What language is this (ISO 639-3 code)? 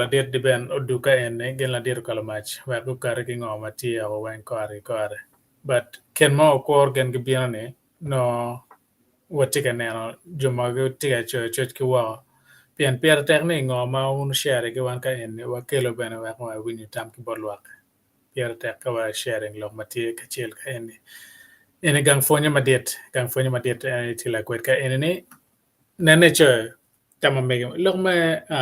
ach